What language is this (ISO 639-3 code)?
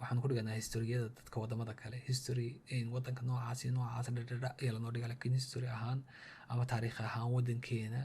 som